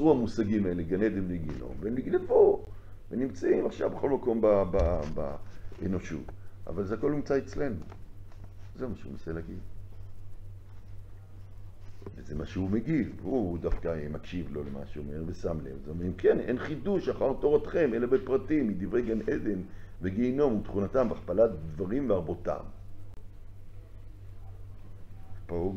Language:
Hebrew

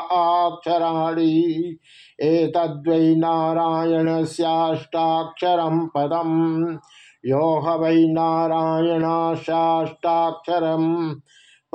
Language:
Sanskrit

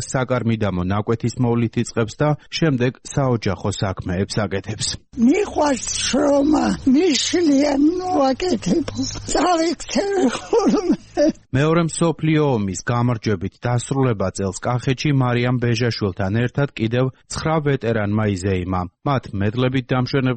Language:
Georgian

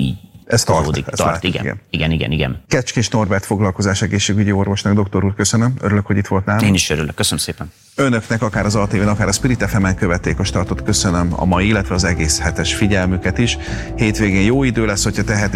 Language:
Hungarian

